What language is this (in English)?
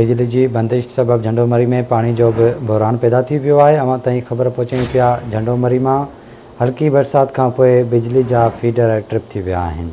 Sindhi